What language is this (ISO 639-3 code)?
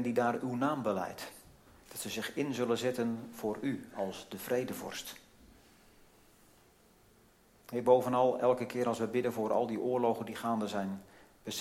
nld